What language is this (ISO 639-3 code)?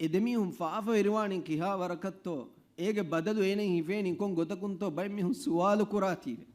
div